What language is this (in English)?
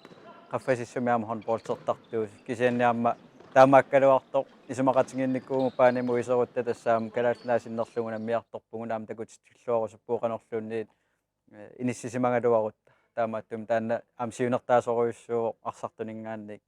Kalaallisut